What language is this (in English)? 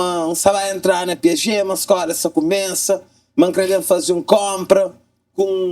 Kabuverdianu